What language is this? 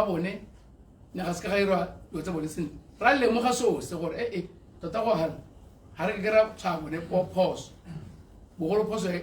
Tswana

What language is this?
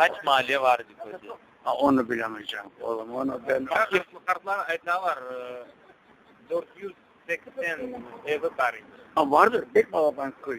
Crimean Tatar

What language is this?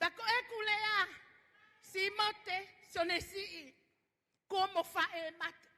Tongan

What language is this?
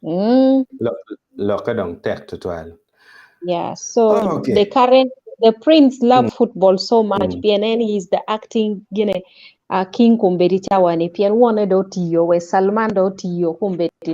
Acoli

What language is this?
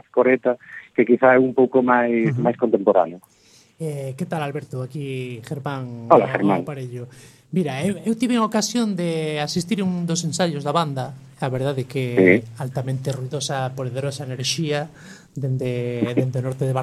Galician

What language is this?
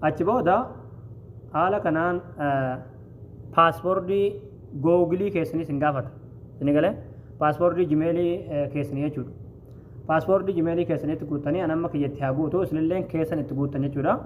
Oromo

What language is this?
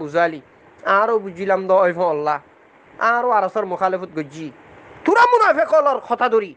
Rohingya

